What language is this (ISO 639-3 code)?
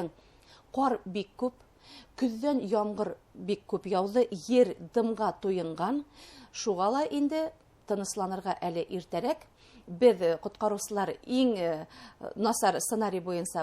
bak